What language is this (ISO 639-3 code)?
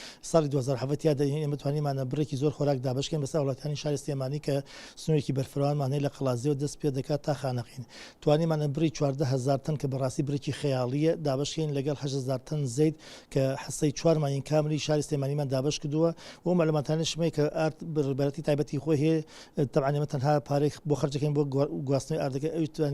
ckb